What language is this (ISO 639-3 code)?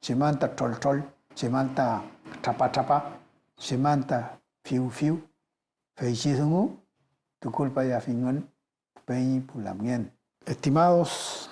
arn